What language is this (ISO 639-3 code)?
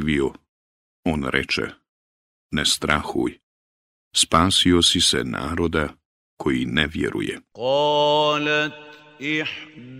bos